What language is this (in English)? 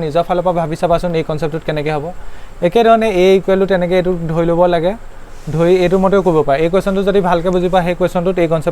Assamese